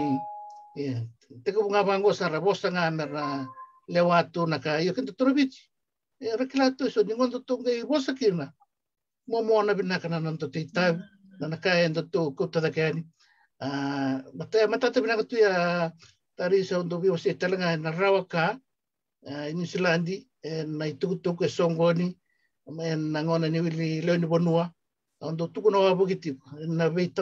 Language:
Fijian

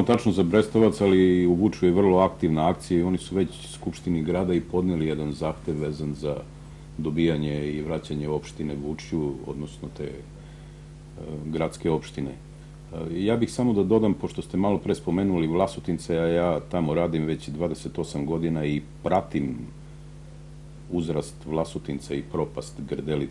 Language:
Serbian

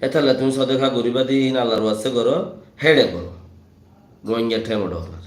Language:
Rohingya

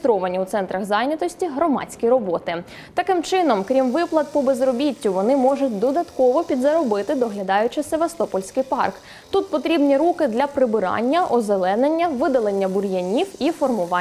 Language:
Ukrainian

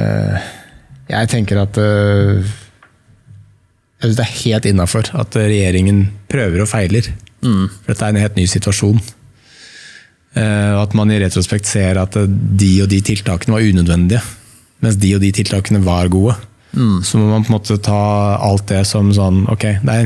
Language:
Norwegian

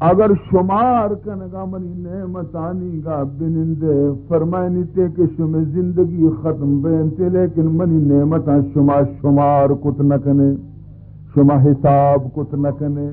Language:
Baluchi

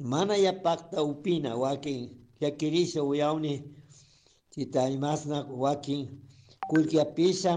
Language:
Chimborazo Highland Quichua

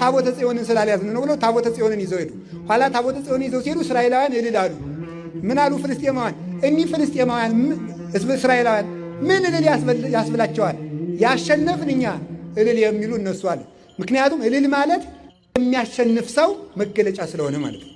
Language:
Amharic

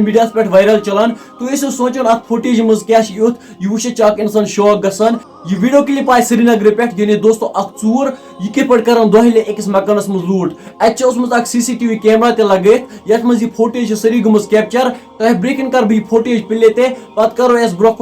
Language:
Kashmiri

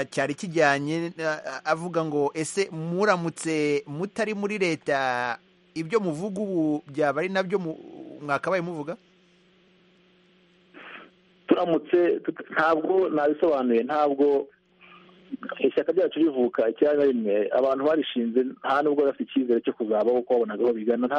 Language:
Kinyarwanda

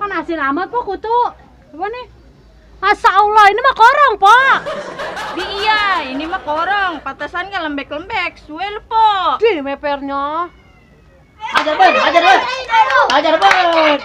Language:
Betawi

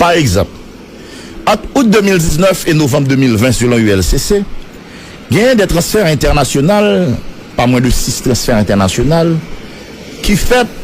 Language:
Haitian Creole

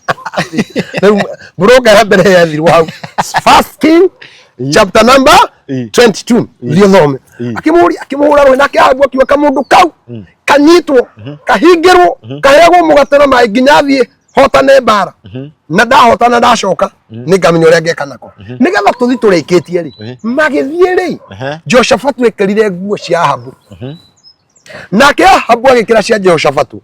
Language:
Kikuyu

